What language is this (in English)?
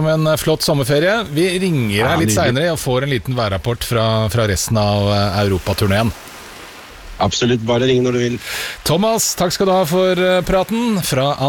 Norwegian